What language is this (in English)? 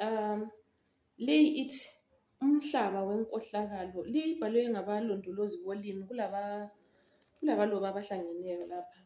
North Ndebele